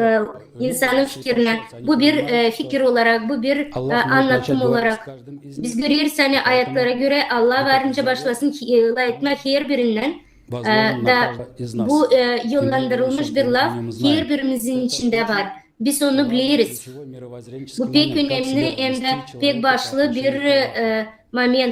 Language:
Gagauz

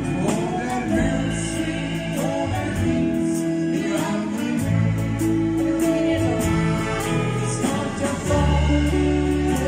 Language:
Swedish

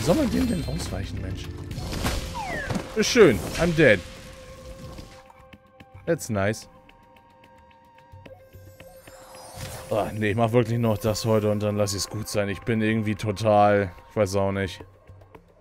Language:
German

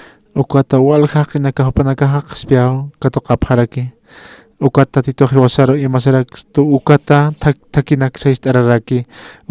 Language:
Aymara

